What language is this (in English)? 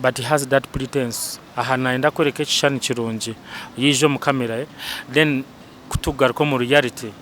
Nyankole